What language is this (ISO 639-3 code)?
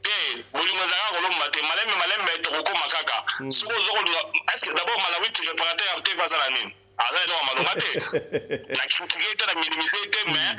lin